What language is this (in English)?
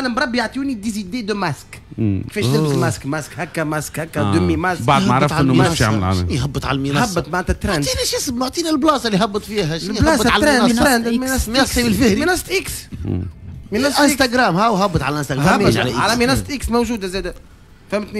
Tunisian Arabic